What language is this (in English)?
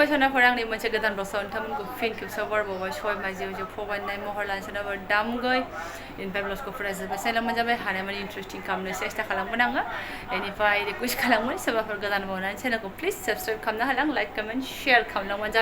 Bodo